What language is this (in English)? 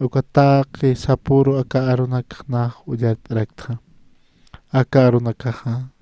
Aymara